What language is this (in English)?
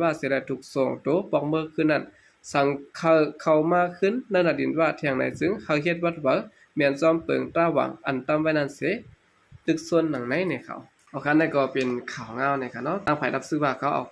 Shan